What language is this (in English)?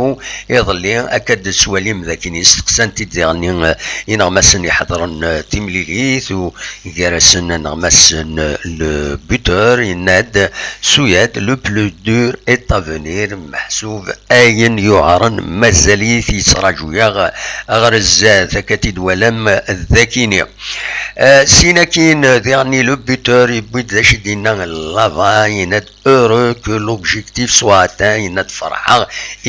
Kabyle